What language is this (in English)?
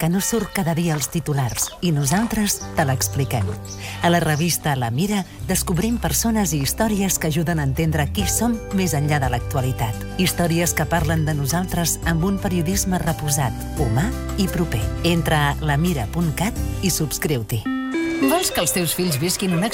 Catalan